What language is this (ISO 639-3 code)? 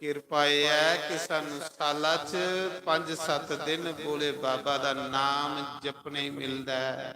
doi